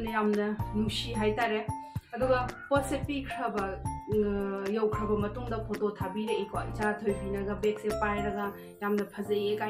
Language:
Manipuri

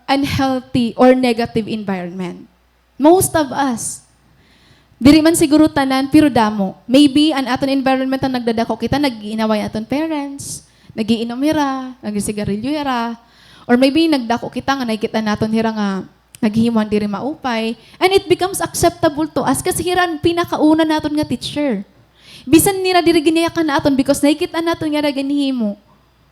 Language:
Waray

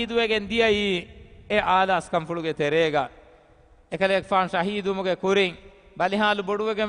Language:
Divehi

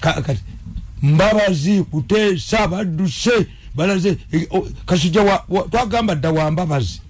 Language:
Ganda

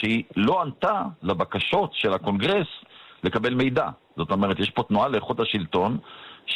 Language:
Hebrew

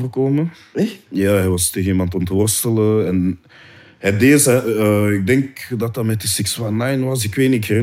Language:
Dutch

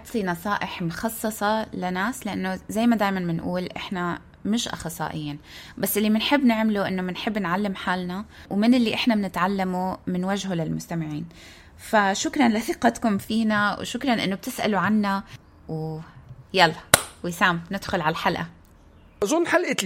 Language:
North Levantine Arabic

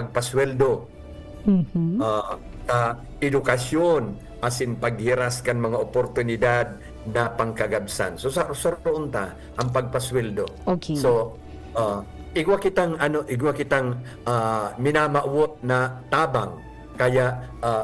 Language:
Bikol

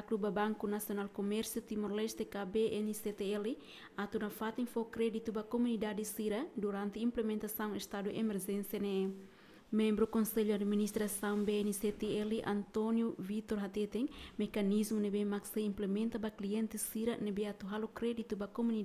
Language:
Tetum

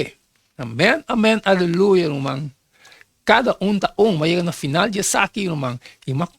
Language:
Papiamento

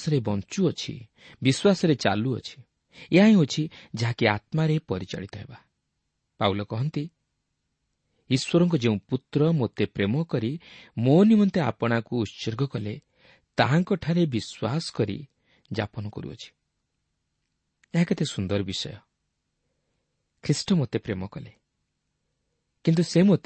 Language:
Odia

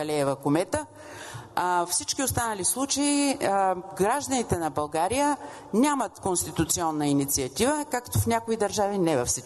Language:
Bulgarian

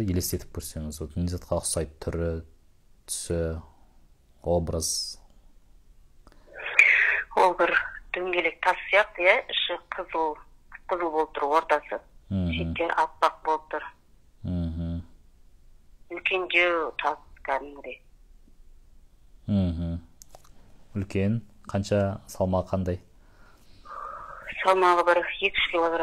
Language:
Kazakh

